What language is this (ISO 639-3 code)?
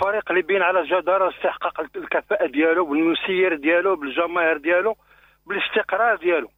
ary